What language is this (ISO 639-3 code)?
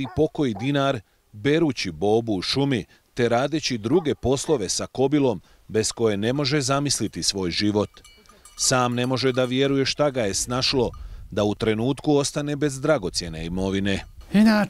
bos